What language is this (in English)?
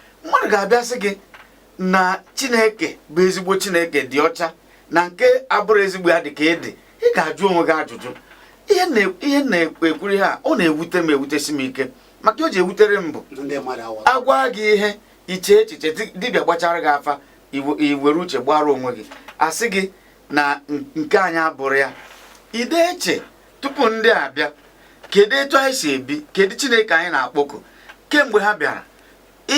Igbo